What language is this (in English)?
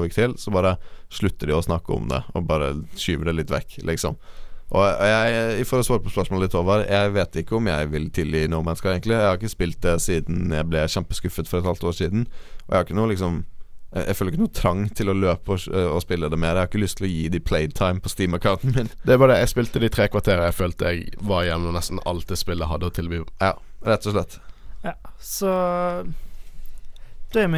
Norwegian